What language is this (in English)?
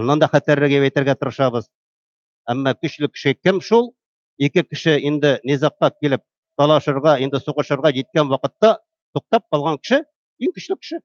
Tatar